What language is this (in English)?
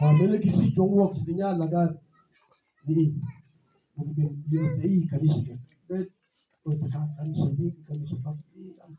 Mabaan